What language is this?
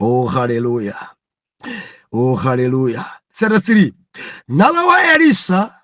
Nyanja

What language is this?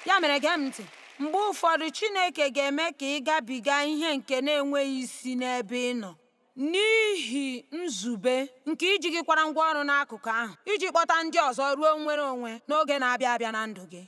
Igbo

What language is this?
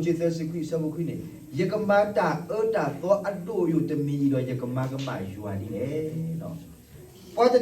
S'gaw Karen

